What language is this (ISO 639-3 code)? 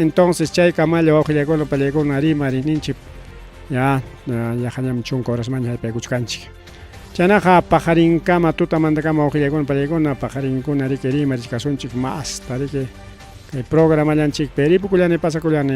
quy